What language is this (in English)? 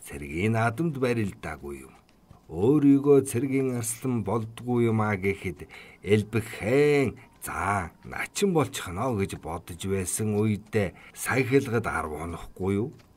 Mongolian